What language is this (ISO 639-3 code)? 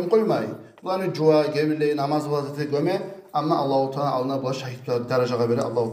kum